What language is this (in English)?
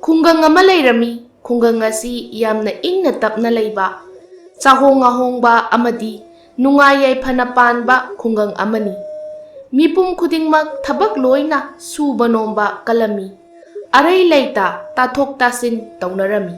Manipuri